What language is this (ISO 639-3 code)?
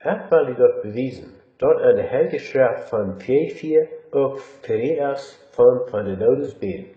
pdt